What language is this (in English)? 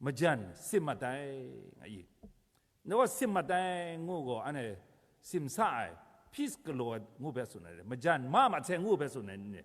Kachin